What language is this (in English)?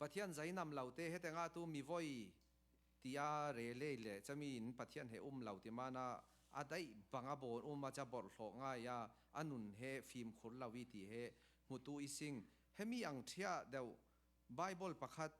Falam Chin